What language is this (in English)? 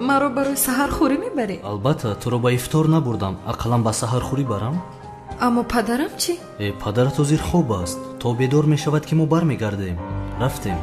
Tajik